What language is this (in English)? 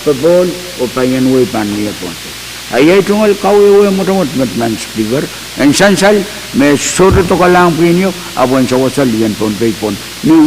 Pohnpeian